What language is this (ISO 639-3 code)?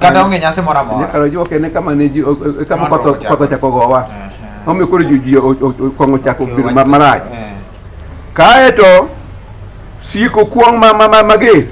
luo